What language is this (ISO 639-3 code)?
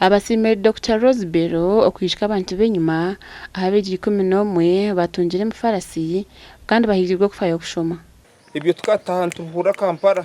nyn